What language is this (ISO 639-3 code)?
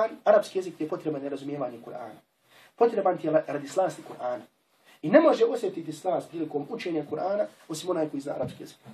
bos